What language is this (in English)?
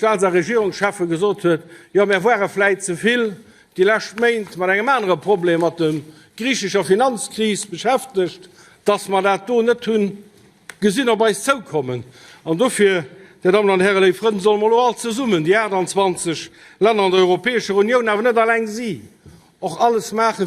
Luxembourgish